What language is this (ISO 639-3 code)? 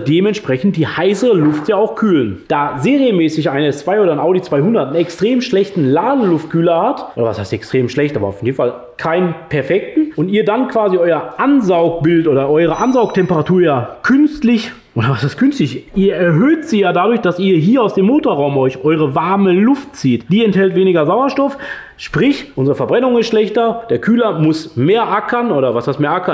deu